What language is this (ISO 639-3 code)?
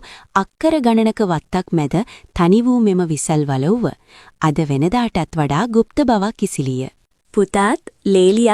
sin